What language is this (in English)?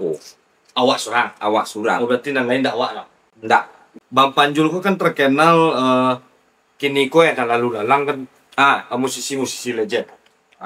Minangkabau